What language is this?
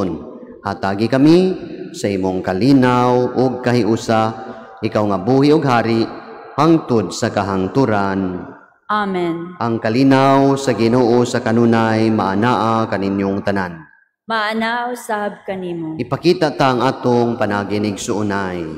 Cebuano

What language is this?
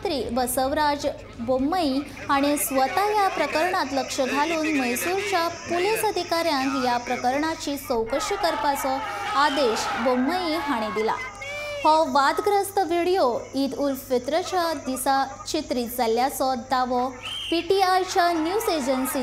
Konkani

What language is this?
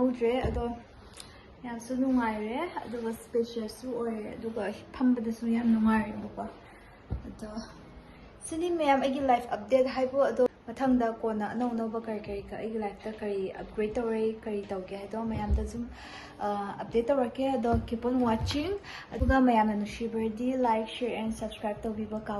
Manipuri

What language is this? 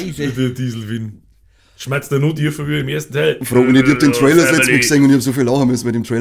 Bavarian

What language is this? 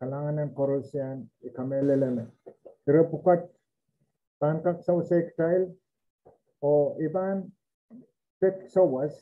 Pohnpeian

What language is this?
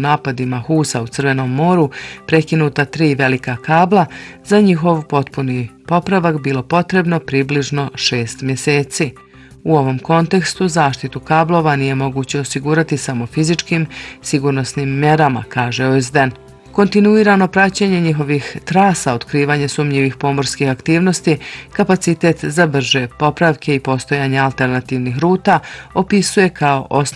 Bosnian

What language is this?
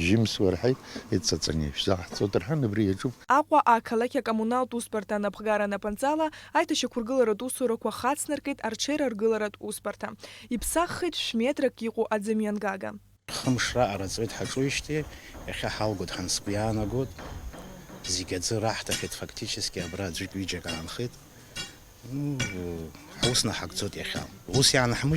Abkhazian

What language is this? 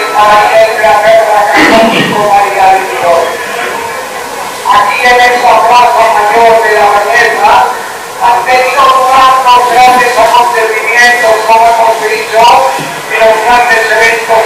Spanish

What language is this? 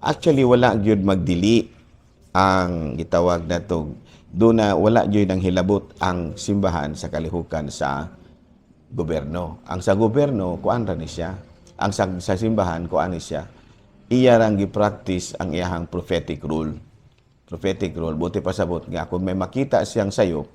Cebuano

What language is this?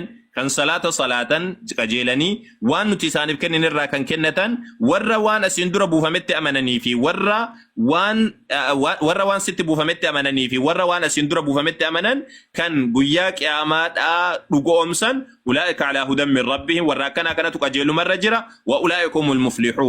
Oromo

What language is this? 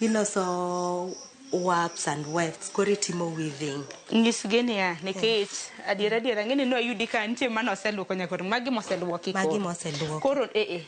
Luo (Kenya and Tanzania)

